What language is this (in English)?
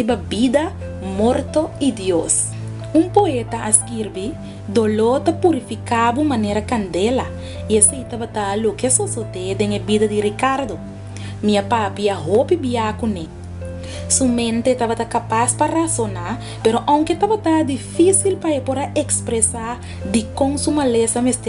Papiamento